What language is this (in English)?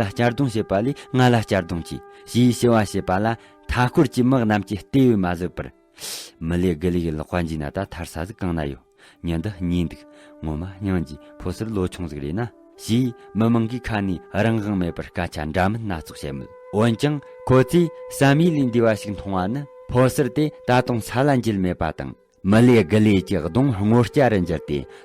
Tibetan